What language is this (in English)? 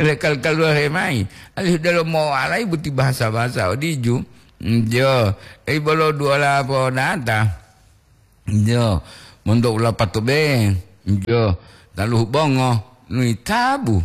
Gorontalo